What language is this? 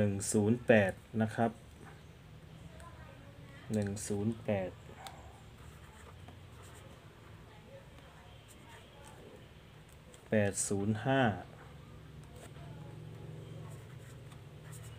Thai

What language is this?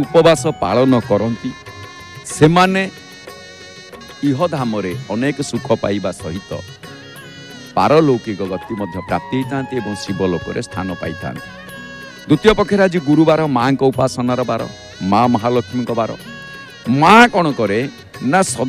Odia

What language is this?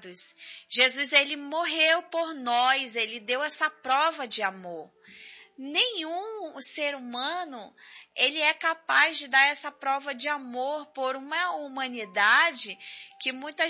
Portuguese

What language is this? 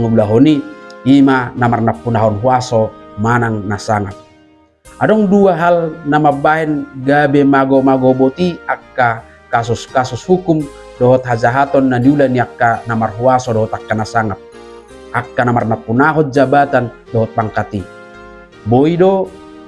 Batak Toba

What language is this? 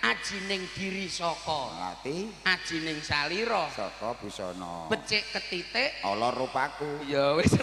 Javanese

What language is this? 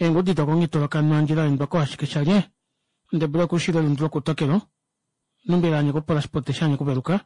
Kuanyama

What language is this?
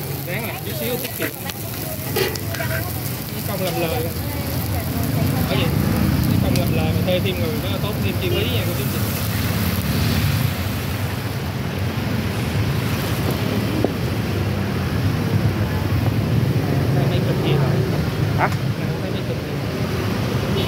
Vietnamese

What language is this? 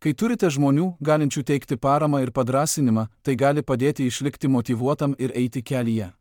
Lithuanian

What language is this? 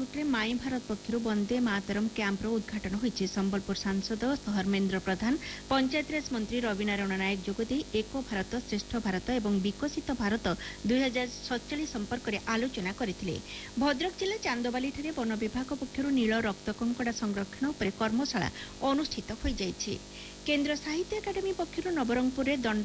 Odia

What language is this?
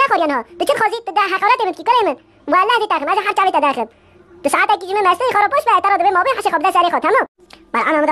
Kurdish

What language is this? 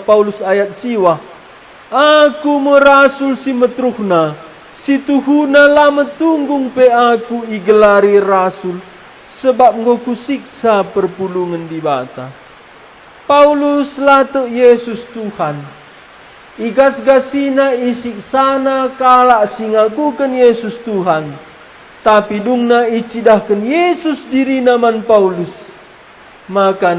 Batak Karo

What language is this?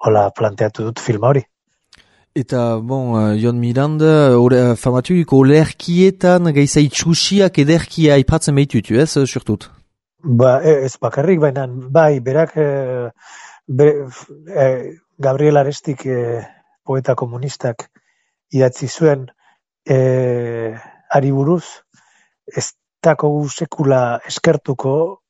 Basque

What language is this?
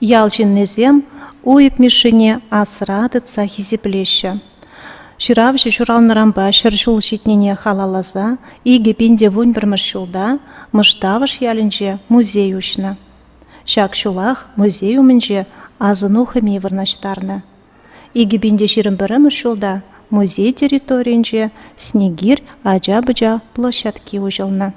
Chuvash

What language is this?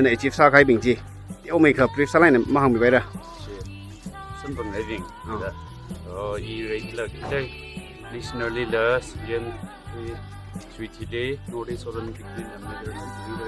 Tangkhul Naga (India)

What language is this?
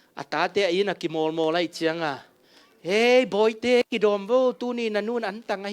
Tedim Chin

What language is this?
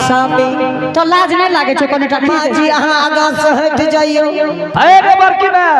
Angika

